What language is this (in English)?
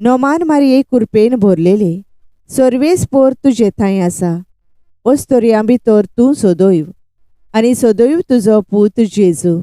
Konkani